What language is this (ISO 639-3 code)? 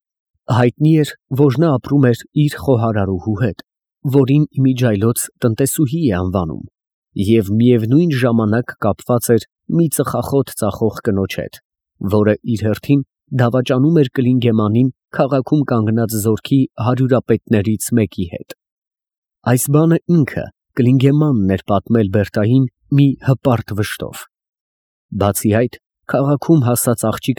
hye